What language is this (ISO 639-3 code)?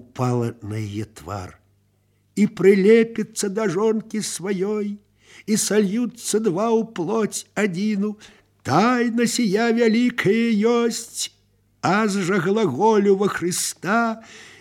bel